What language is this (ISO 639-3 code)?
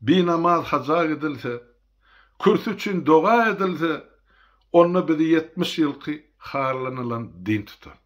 tuk